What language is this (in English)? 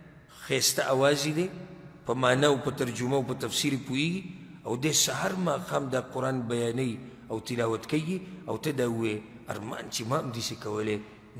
Pashto